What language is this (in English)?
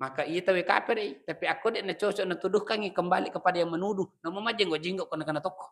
Buginese